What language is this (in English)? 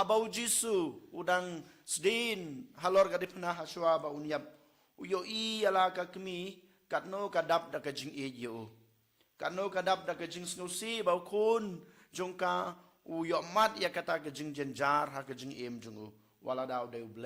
Khasi